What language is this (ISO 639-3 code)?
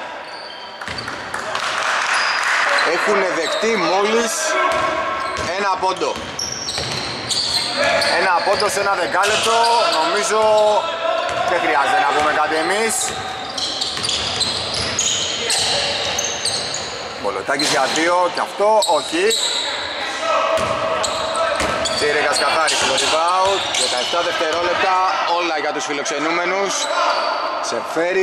ell